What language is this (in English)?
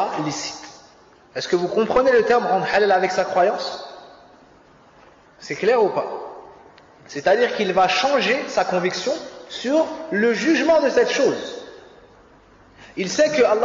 French